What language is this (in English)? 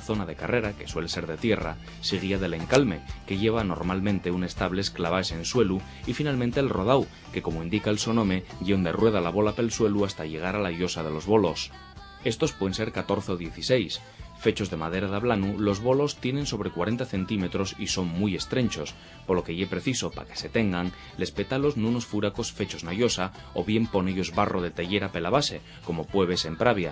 Asturian